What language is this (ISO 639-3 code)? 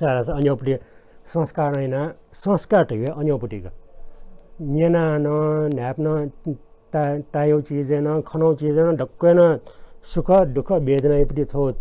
new